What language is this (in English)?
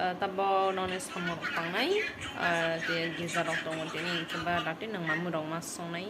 Kok Borok